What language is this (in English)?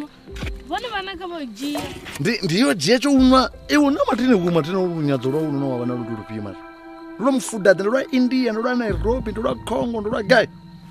Venda